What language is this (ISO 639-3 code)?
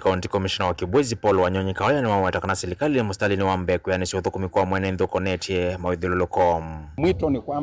kam